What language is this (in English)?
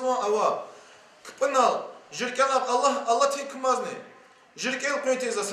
Lezghian